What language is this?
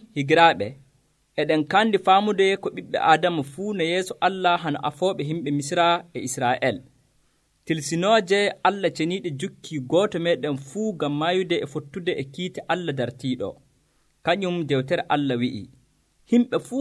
Nigerian Fulfulde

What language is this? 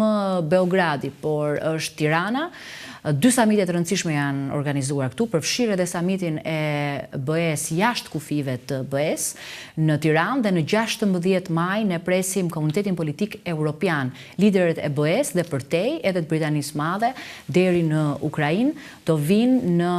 Albanian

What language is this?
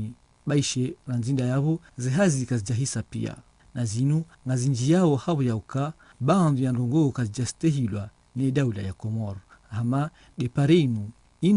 Ngazidja Comorian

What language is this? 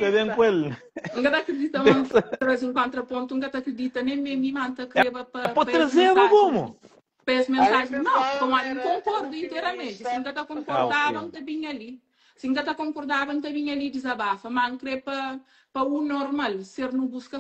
Kabuverdianu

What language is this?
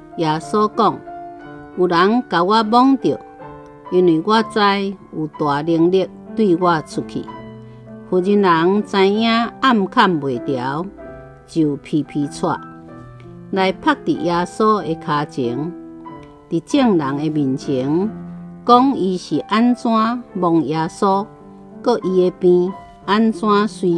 Min Nan Chinese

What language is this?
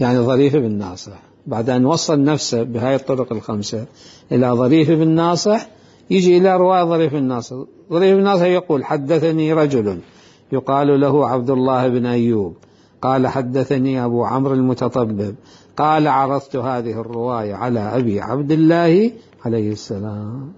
Mesopotamian Arabic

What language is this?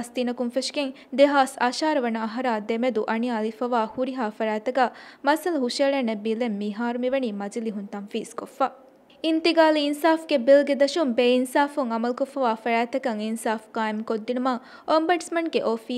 Divehi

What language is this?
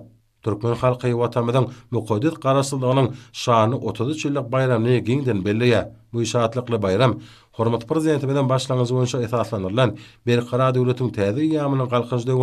Turkmen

